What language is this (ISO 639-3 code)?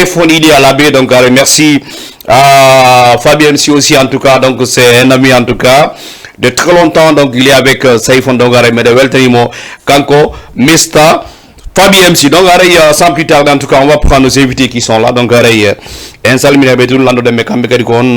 ful